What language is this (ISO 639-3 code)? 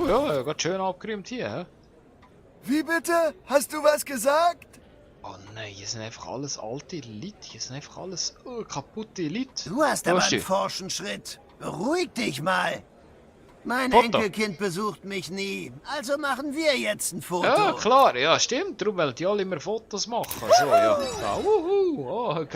gsw